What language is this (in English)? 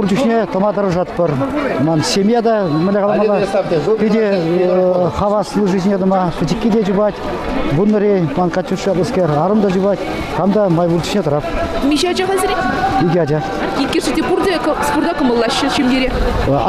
Chuvash